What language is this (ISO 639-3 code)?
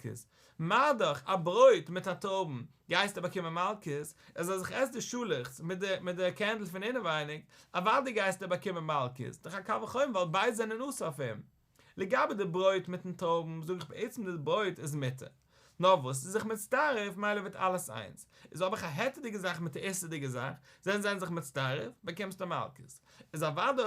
yid